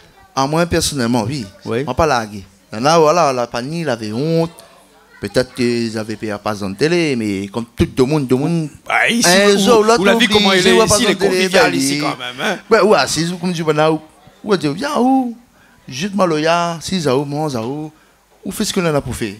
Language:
Réunion Creole French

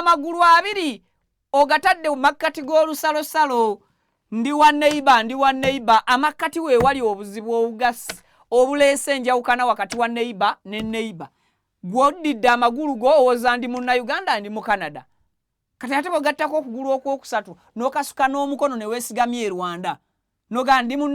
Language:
Ganda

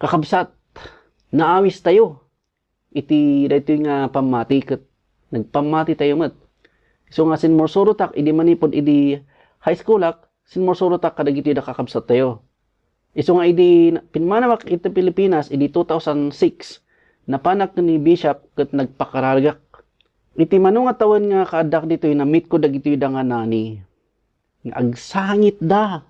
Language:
Iloko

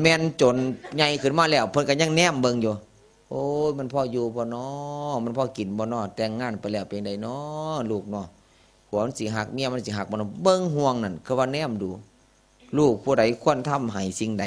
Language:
Northeastern Thai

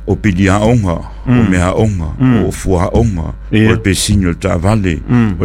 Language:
Samoan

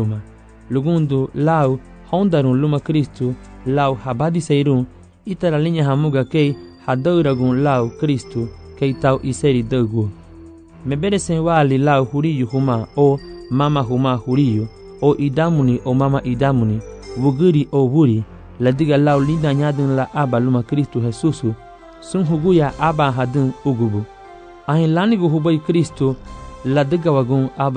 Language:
Garifuna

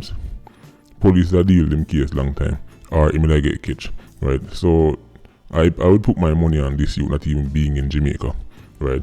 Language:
Jamaican Creole English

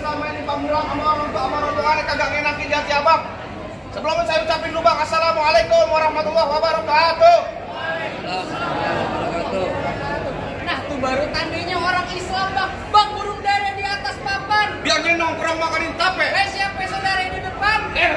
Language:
Betawi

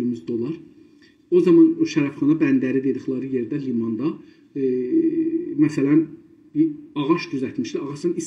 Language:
South Azerbaijani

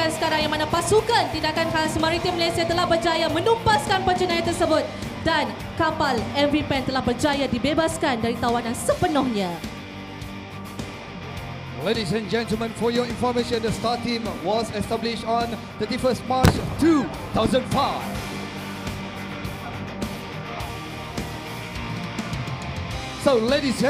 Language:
Malay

